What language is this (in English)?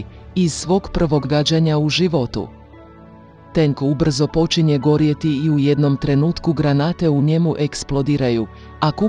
Croatian